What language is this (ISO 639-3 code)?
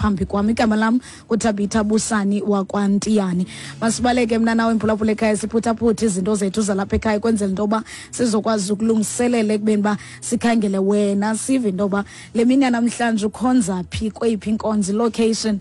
xho